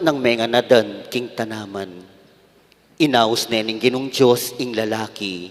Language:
Pampanga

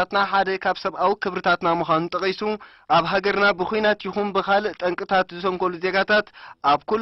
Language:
Tigrinya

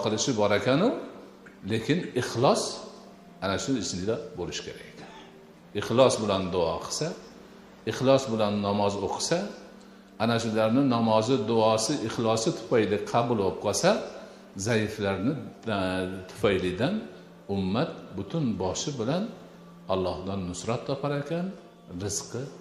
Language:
Uzbek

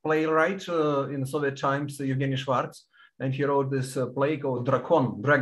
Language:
English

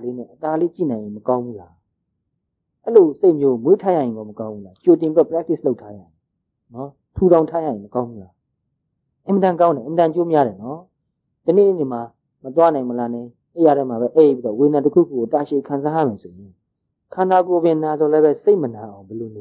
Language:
Burmese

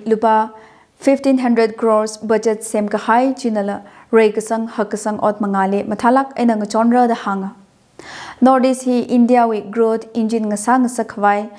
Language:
Tangkhul Naga (India)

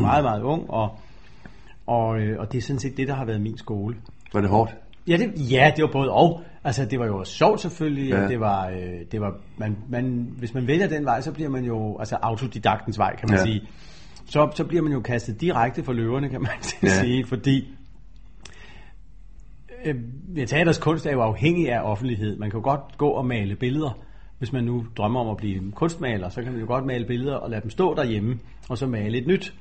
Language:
Danish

